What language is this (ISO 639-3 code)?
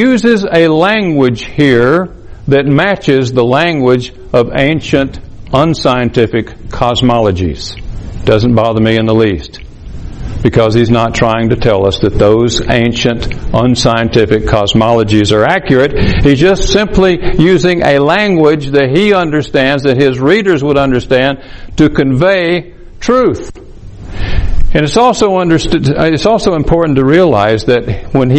eng